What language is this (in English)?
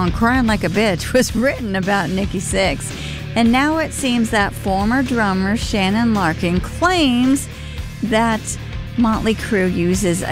English